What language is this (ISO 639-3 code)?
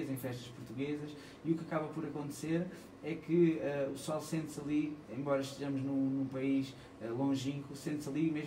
por